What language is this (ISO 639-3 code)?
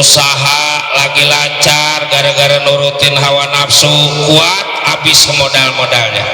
bew